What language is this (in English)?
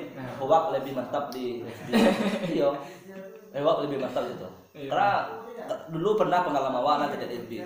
Minangkabau